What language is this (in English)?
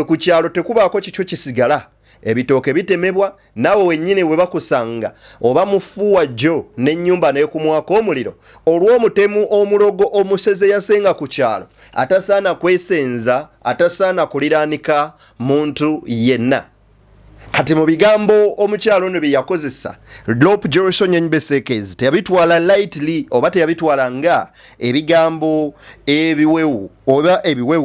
Ganda